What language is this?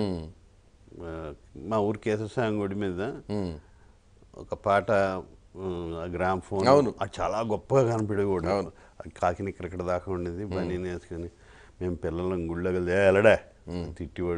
Telugu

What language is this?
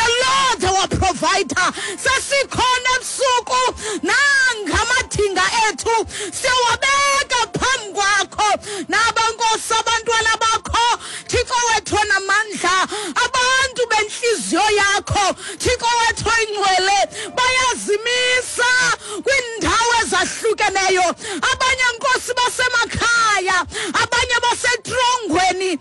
Xhosa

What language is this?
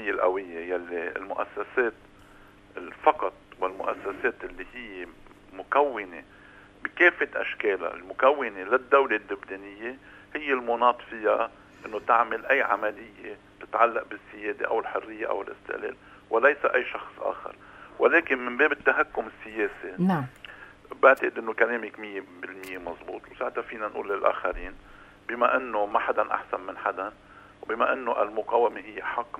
North Levantine Arabic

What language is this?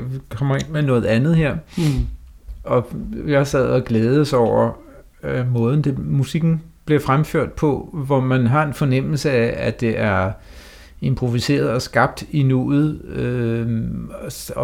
Danish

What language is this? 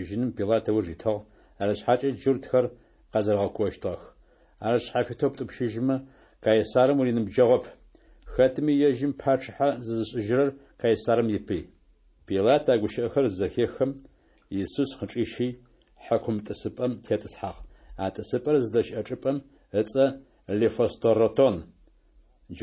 Adyghe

